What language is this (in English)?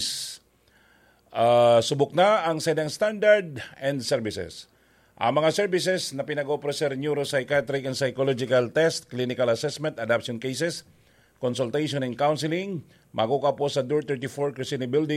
Bikol